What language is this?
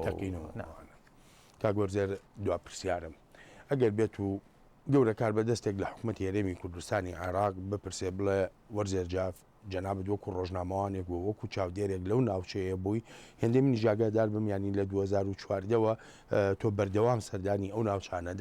Central Kurdish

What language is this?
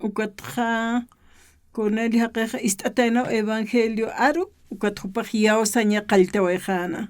Aymara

